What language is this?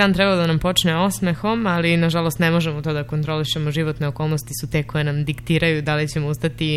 Serbian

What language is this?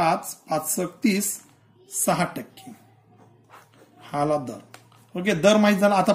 Marathi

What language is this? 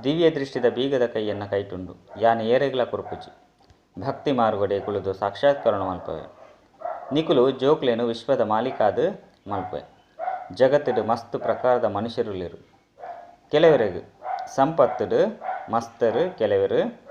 Tulu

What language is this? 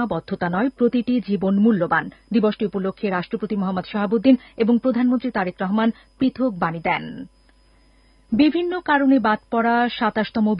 Bangla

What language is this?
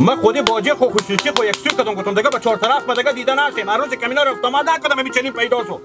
Hazaragi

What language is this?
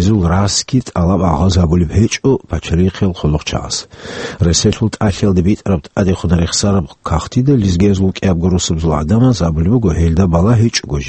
Avaric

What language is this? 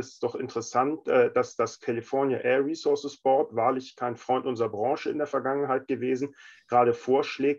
German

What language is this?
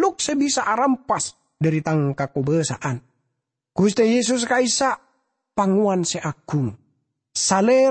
Madurese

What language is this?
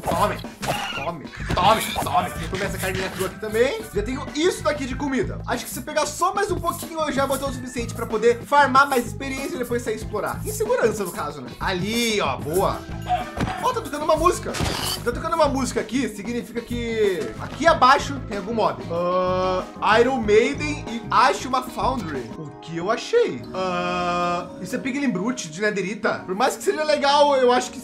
Portuguese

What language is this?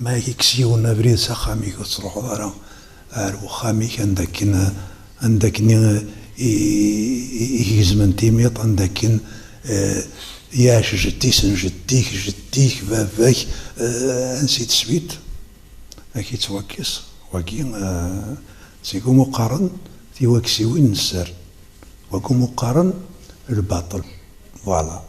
Kabyle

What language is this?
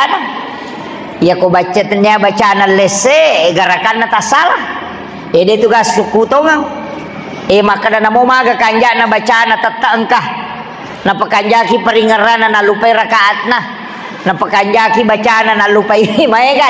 Buginese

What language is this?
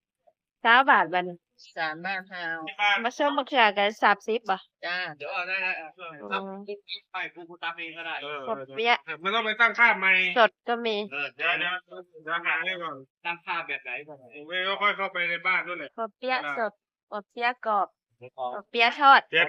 Northeastern Thai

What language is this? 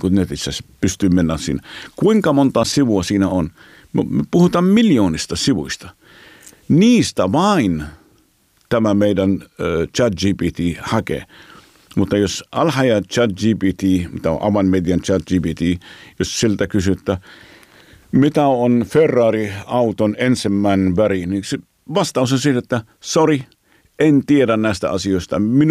Finnish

